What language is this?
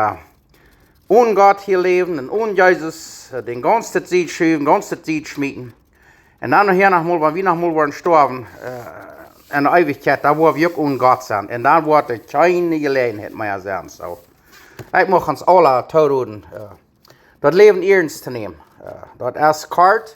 Plautdietsch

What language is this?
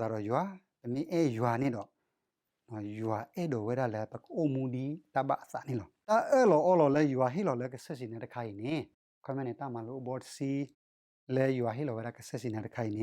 S'gaw Karen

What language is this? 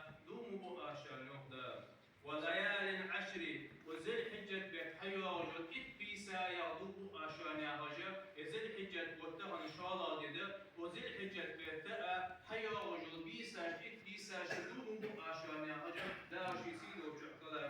Ingush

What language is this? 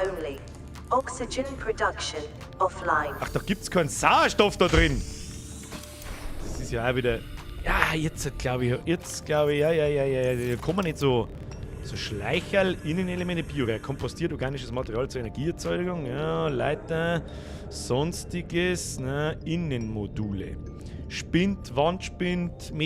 Bavarian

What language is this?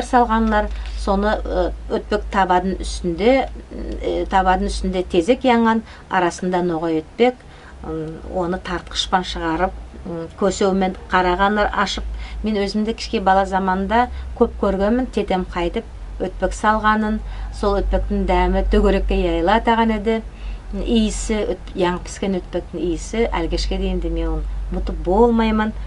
Nogai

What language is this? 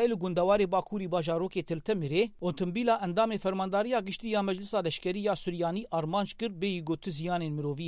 Kurdish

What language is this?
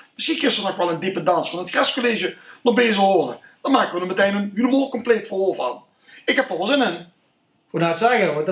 Limburgish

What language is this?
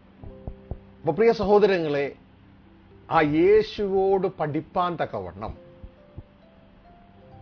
Malayalam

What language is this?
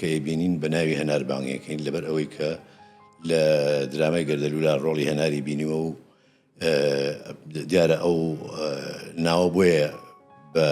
Central Kurdish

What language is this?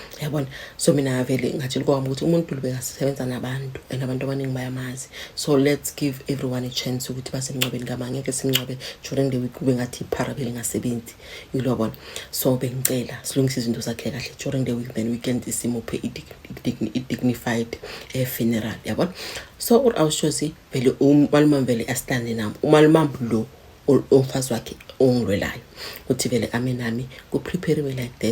Zulu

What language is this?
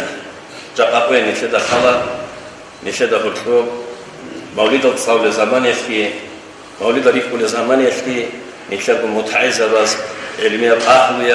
Avaric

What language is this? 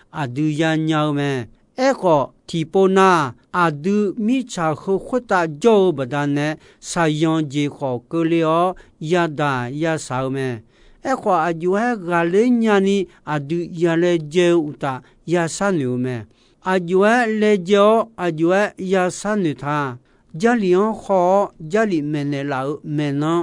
Akha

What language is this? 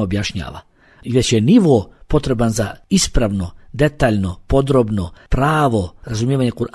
Bosnian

